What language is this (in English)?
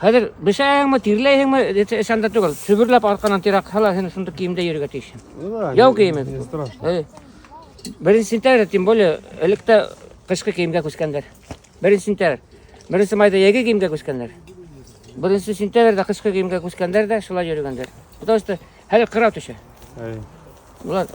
Bashkir